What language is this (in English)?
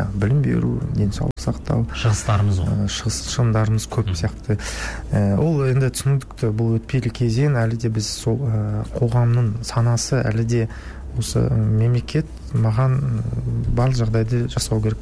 Kazakh